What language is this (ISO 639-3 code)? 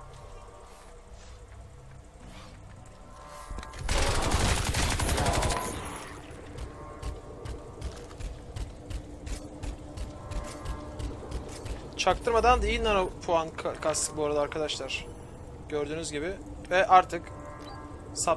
tur